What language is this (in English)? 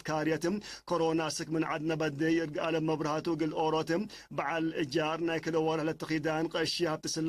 Tigre